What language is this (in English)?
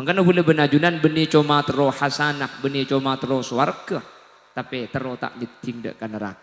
Madurese